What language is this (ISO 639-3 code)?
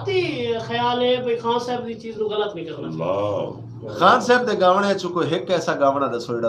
skr